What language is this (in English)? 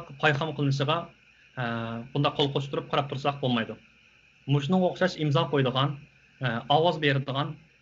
Uyghur